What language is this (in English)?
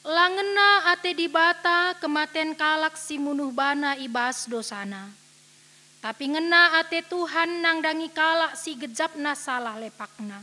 Batak Karo